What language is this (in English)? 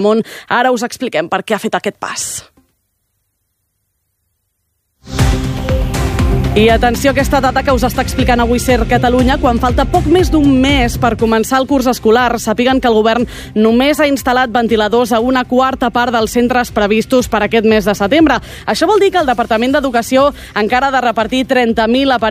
Catalan